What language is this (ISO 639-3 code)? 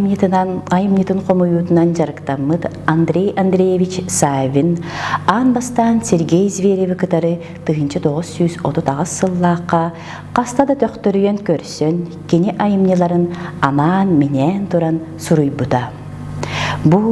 sah